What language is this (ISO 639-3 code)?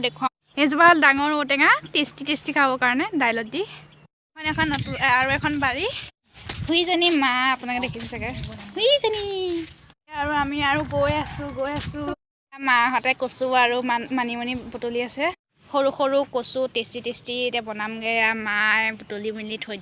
asm